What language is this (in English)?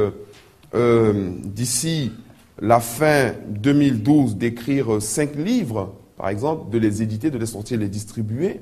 French